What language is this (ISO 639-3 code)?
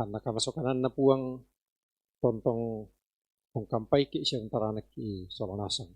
sda